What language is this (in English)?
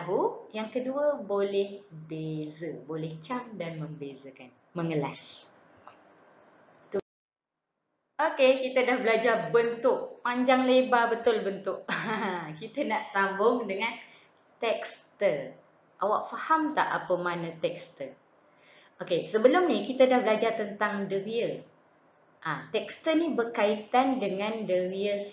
Malay